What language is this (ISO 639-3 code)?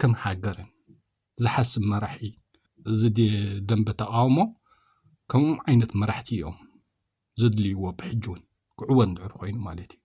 tir